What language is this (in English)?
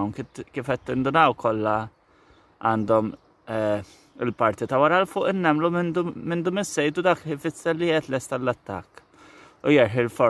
Maltese